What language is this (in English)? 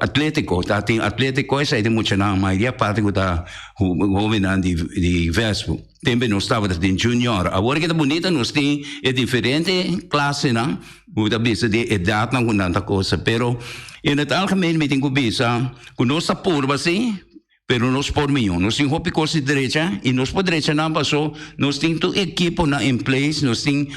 Papiamento